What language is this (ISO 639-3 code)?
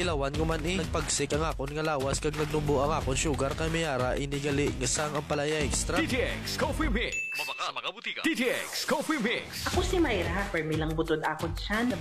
hil